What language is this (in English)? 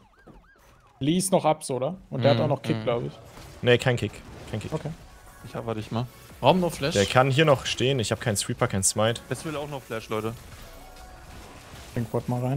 German